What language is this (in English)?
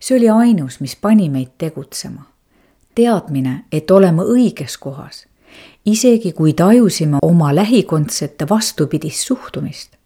Estonian